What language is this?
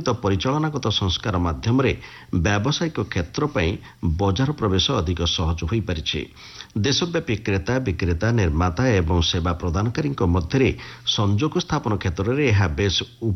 Odia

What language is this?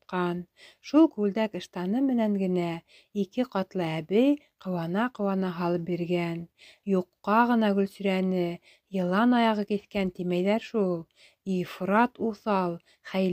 Bashkir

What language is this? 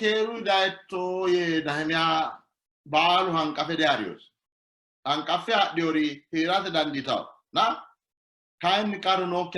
Sidamo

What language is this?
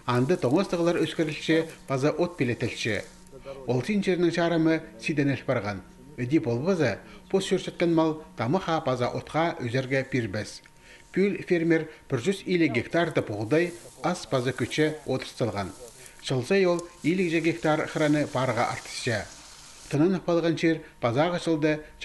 Khakas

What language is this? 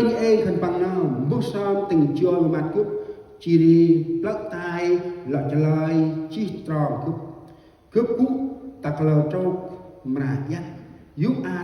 Central Mnong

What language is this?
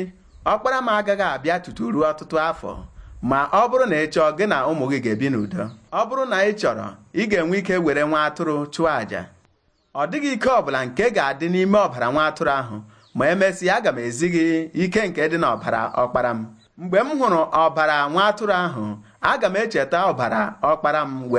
Igbo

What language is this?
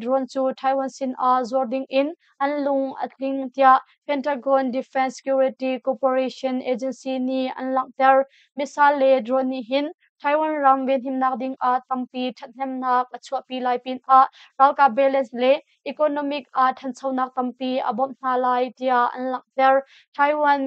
Hakha Chin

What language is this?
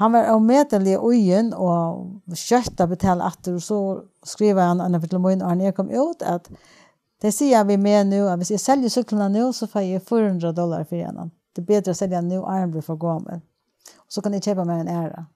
Faroese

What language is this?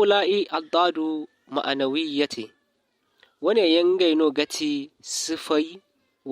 Zarma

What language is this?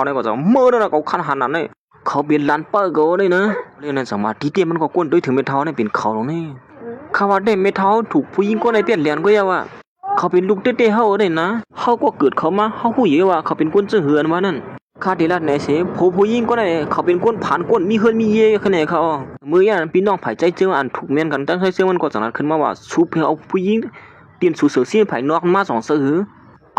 Shan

